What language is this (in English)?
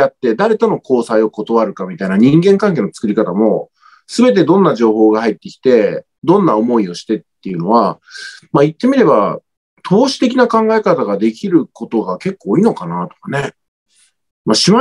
Japanese